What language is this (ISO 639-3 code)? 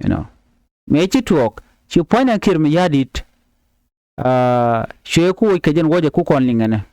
nus